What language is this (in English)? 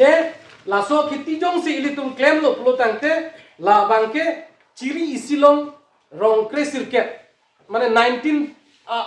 Karbi